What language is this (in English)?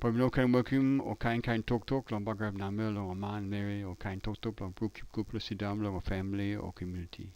Tok Pisin